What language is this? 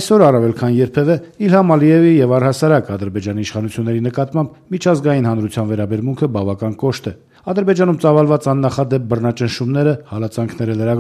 Armenian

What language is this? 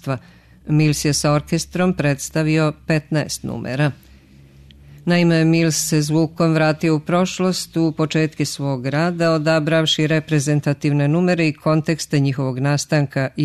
Serbian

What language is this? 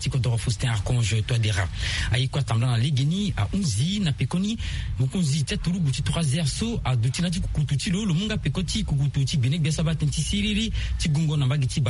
Sango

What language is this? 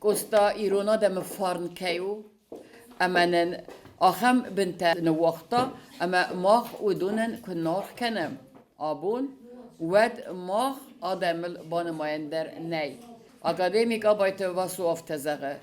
Ossetic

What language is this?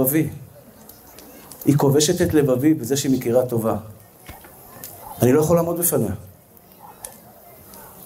Hebrew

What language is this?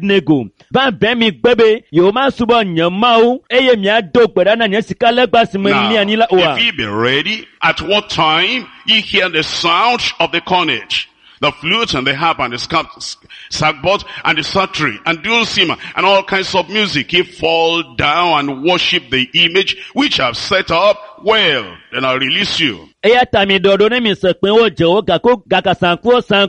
Ewe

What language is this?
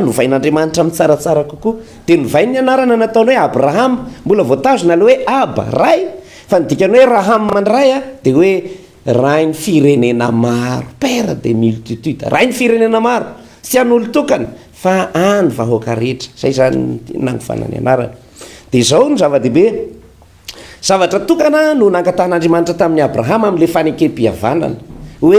Malagasy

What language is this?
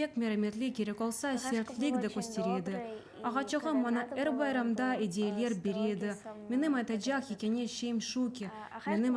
Crimean Tatar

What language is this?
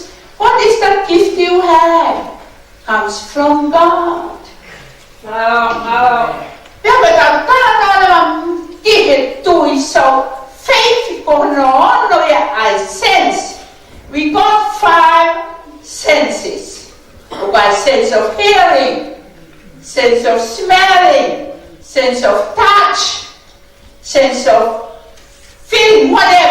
Tongan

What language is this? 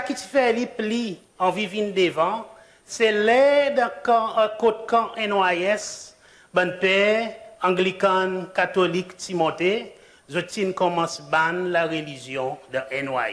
Seselwa Creole French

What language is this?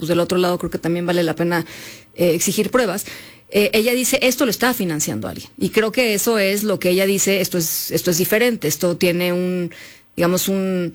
Spanish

